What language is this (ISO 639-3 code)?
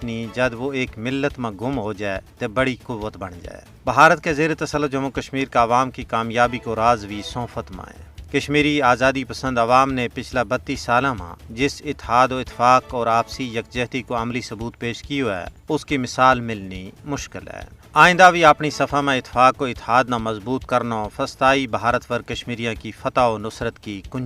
gju